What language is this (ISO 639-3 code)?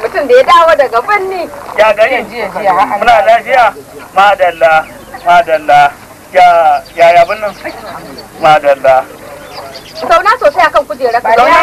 hau